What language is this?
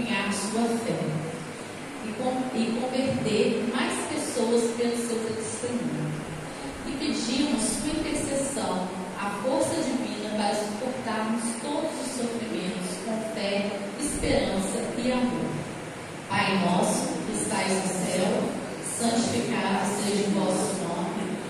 Portuguese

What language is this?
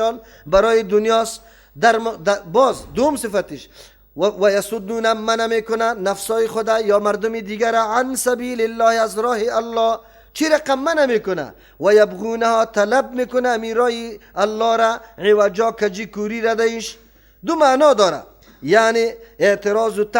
Persian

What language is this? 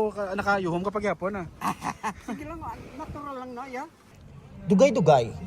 Hiligaynon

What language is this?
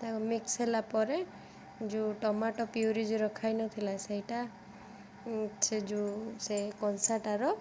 Odia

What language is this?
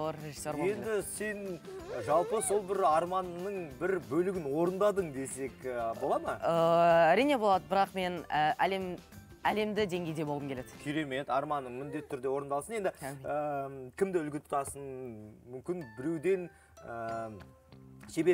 Kazakh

